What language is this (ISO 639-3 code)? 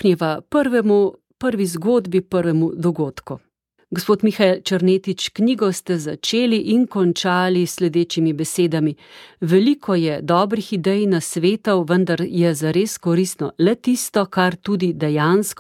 slv